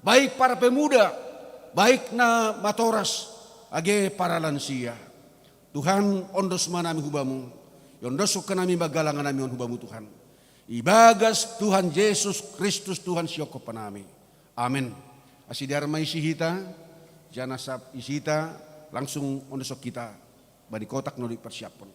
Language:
Batak Simalungun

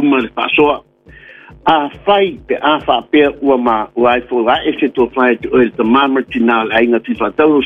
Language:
Samoan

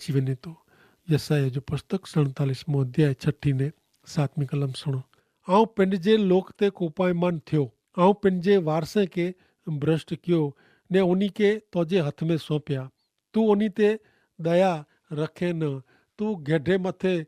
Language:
Kachhi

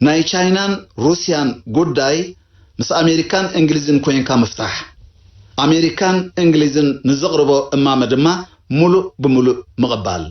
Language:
Tigrinya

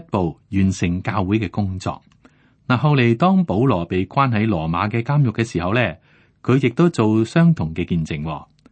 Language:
Cantonese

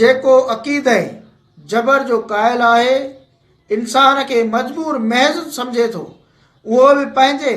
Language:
Sindhi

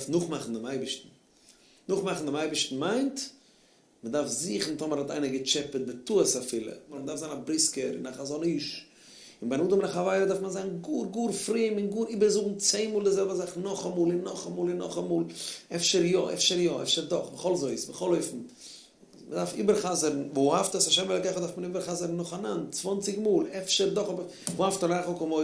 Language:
Yiddish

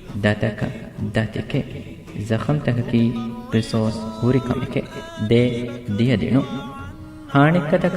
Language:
Divehi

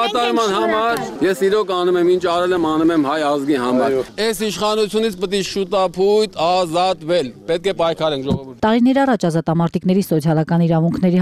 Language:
Armenian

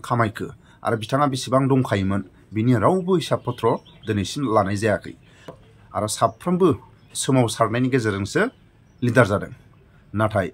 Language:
Bodo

